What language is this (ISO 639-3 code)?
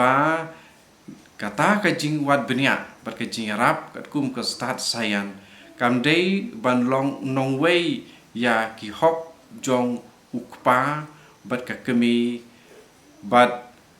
kha